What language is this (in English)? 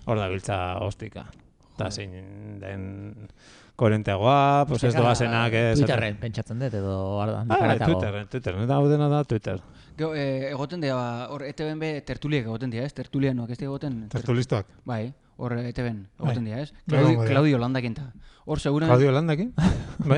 Basque